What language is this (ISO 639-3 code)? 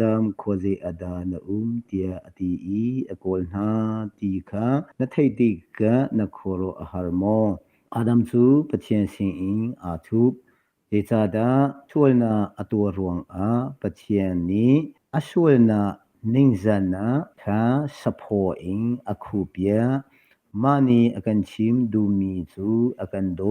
cnh